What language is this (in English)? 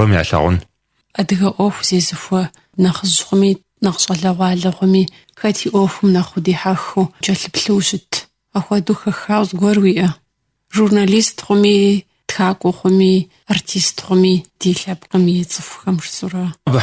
Kabardian